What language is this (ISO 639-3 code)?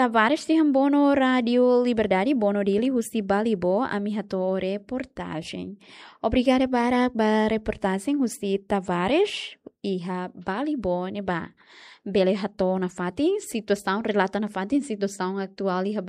tet